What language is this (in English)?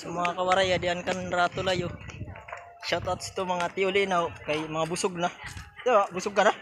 Waray